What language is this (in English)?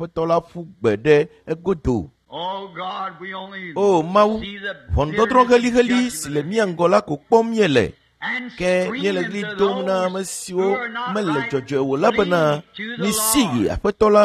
Ewe